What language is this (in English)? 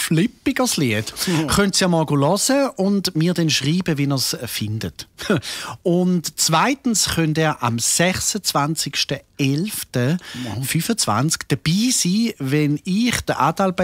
Swiss German